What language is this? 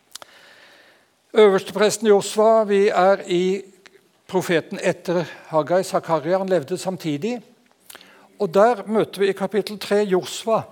Norwegian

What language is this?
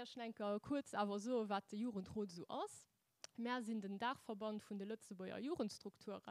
Luxembourgish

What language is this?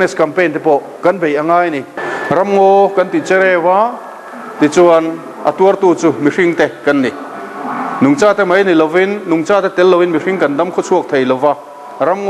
Mizo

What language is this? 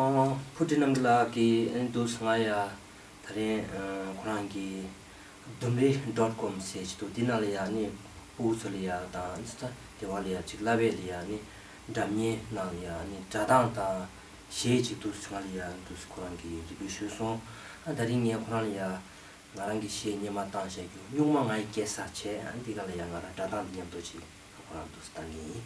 Tibetan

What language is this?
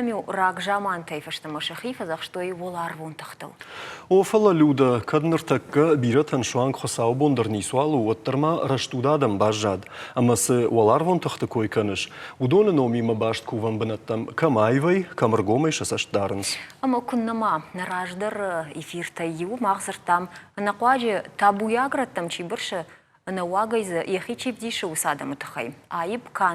Ossetic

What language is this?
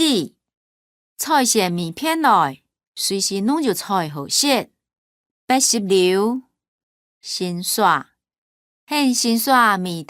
Hakka Chinese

